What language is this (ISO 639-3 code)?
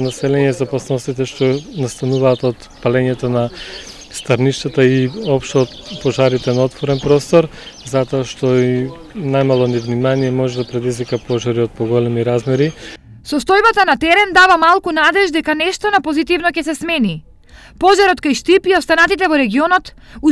mkd